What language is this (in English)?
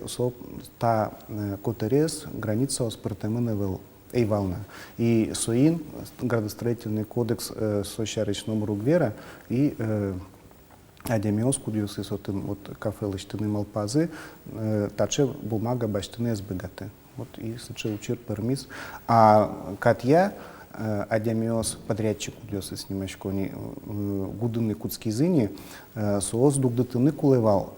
Udmurt